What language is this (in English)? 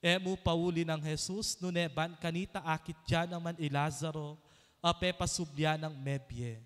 Pampanga